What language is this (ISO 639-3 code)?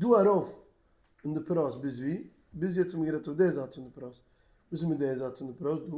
yid